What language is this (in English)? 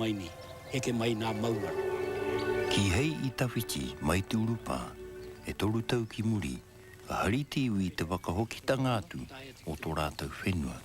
Māori